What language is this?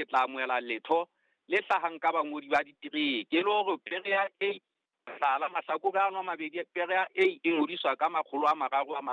Southern Sotho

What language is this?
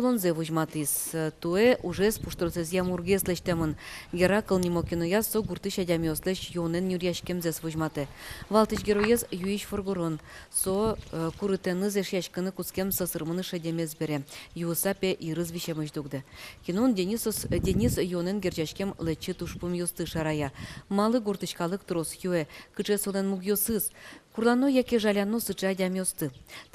Udmurt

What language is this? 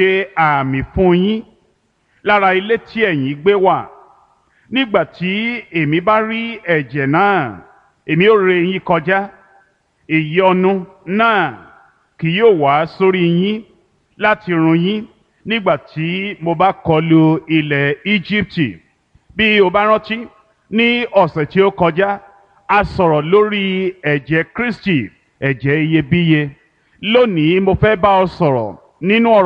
Yoruba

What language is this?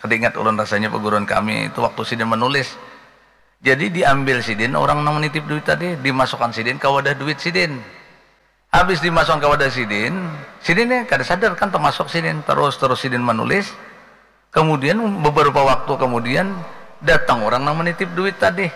Banjar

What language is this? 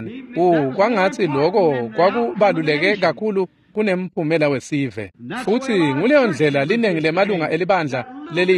Swati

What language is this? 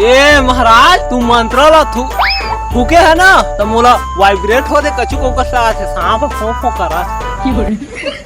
Chhattisgarhi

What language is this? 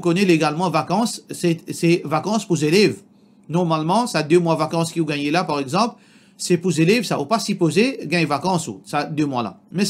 Morisyen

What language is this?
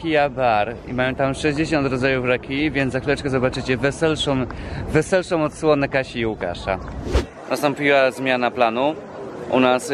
Polish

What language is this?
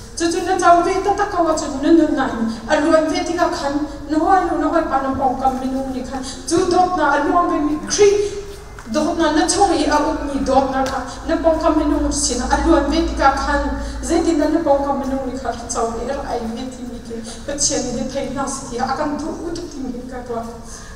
Hakha Chin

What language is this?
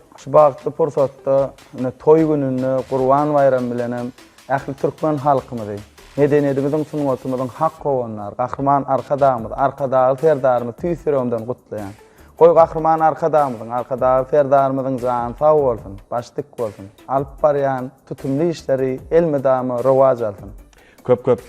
Turkmen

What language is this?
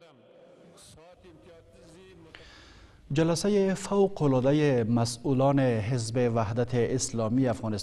Persian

